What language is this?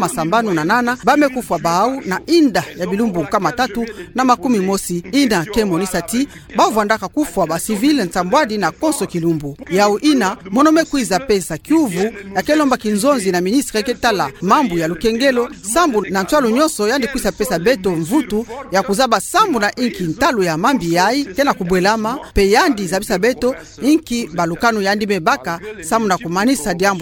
Kituba (Democratic Republic of Congo)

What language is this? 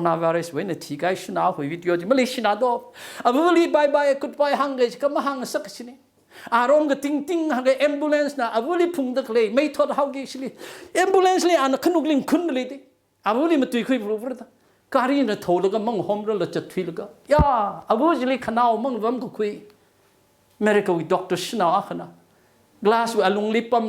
Tangkhul Naga (India)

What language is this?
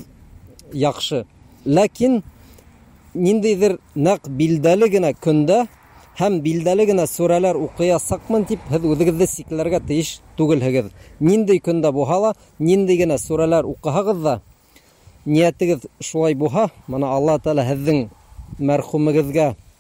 Bashkir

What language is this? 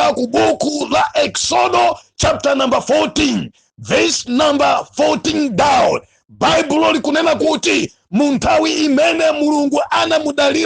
Nyanja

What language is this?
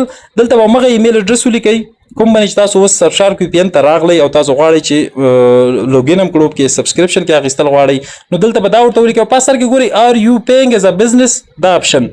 Pashto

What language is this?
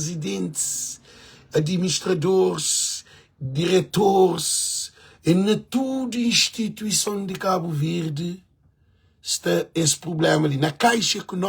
Kabuverdianu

